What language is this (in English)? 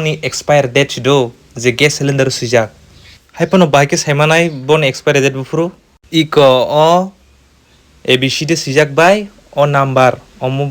Kok Borok